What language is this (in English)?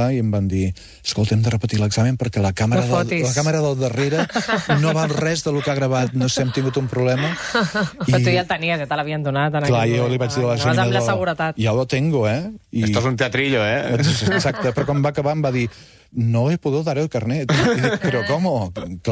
Catalan